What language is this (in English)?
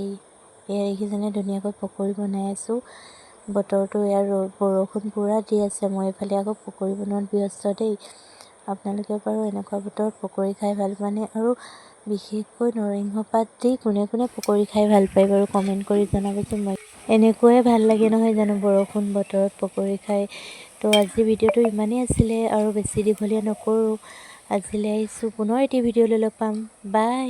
Assamese